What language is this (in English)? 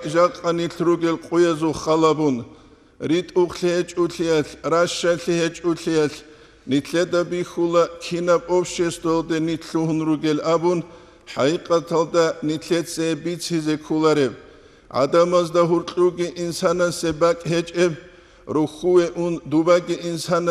Avaric